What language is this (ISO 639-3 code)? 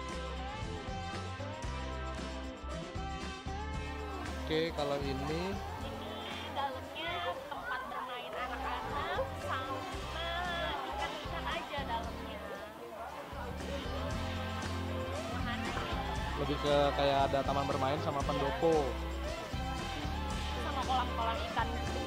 ind